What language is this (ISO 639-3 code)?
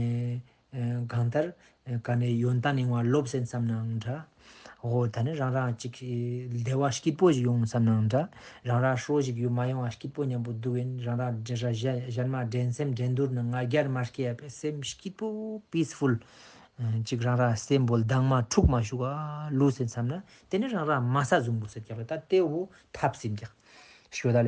lbj